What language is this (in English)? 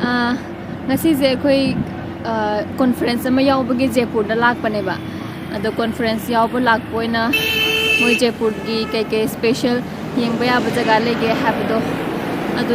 Manipuri